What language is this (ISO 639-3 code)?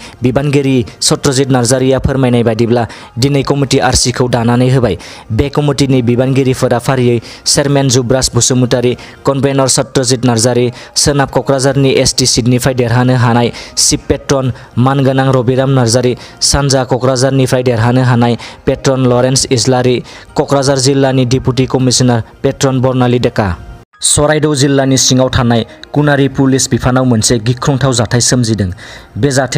brx